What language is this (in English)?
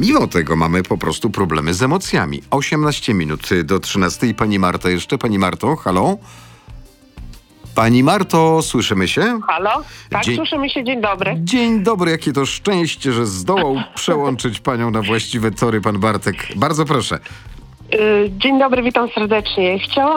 Polish